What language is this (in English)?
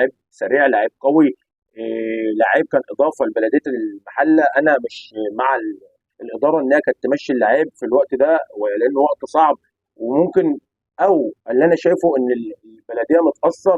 Egyptian Arabic